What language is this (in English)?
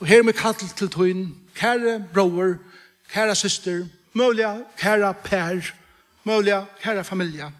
Faroese